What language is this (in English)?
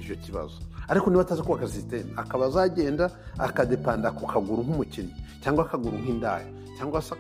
Kinyarwanda